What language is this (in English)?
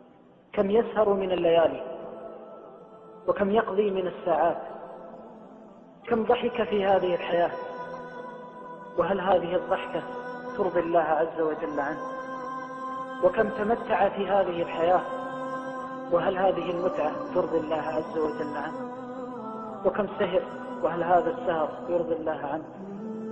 Arabic